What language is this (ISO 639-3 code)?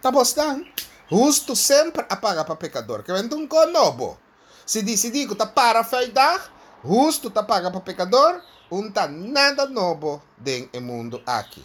pap